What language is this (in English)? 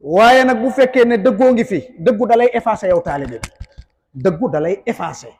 Wolof